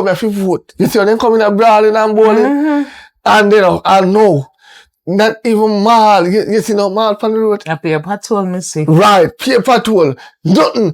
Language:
Jamaican Creole English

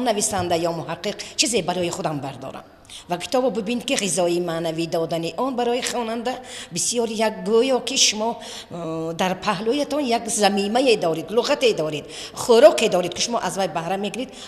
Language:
Tajik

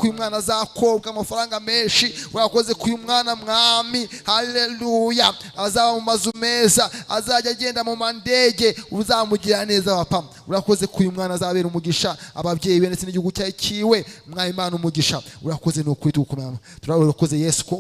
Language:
Kinyarwanda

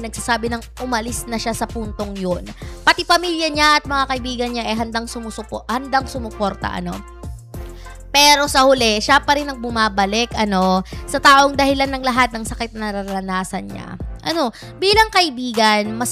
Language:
Filipino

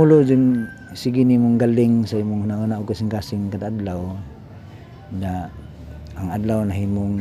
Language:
Cebuano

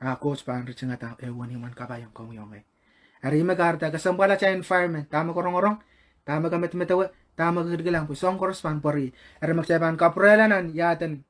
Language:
Pohnpeian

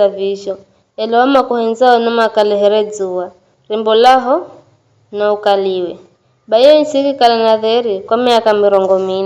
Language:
Giryama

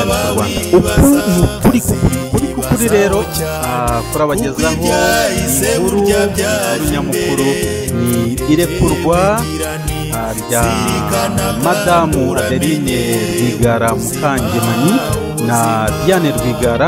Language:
Kinyarwanda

